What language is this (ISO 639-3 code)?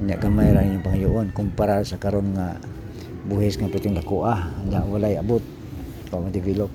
ceb